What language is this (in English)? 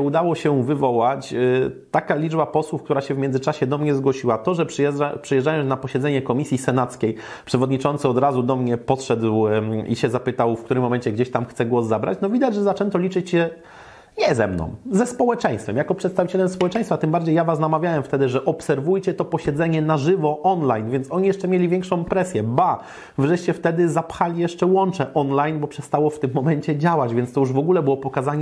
Polish